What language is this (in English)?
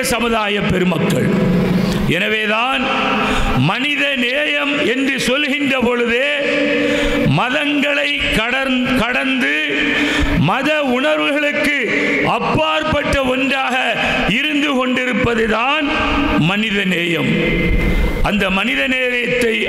Tamil